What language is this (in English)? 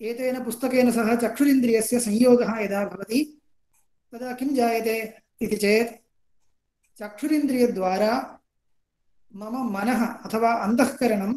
Sanskrit